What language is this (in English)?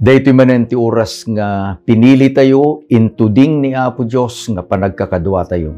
Iloko